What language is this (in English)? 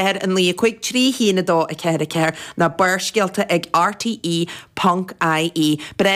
Irish